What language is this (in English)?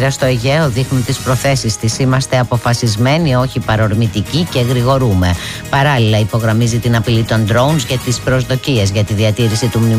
Greek